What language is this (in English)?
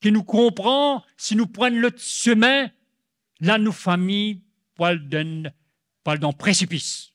Morisyen